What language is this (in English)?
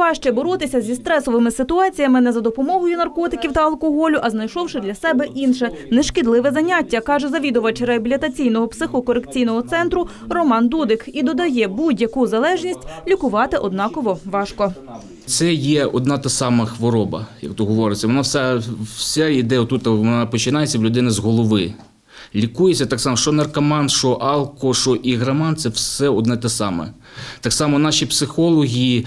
Ukrainian